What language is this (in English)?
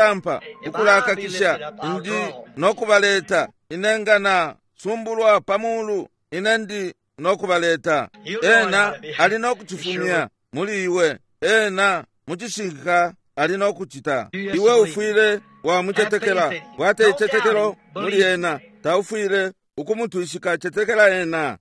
Bemba